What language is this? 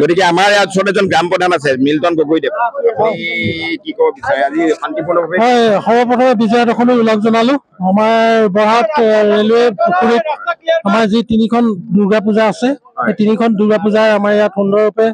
Assamese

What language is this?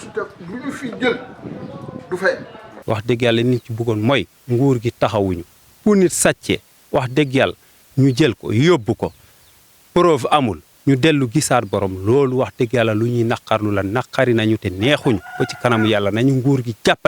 Wolof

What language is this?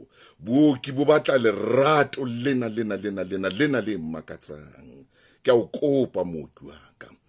Southern Sotho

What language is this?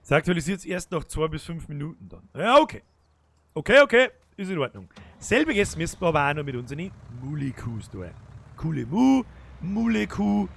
Bavarian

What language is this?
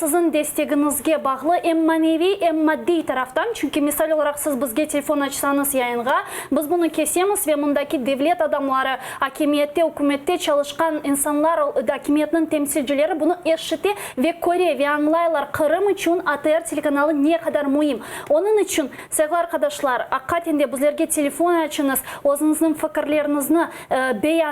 Crimean Tatar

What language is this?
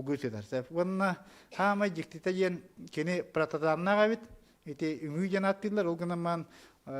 Yakut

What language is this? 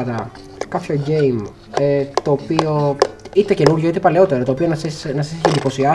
Greek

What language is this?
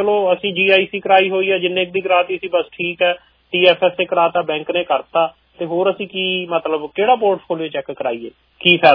Punjabi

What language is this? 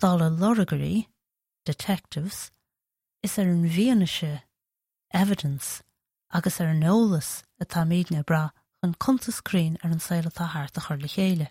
Irish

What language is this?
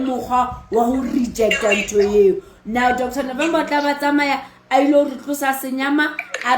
Southern Sotho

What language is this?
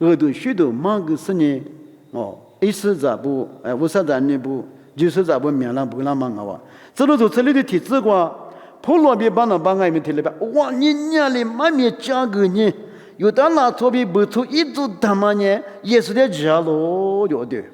Lisu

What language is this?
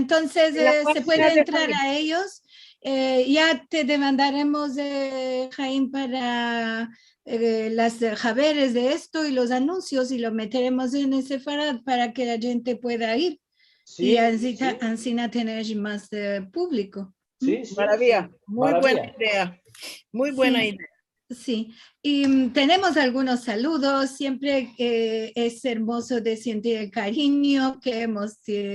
Ladino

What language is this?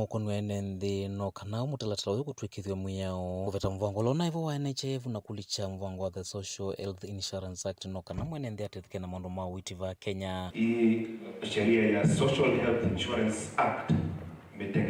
Kamba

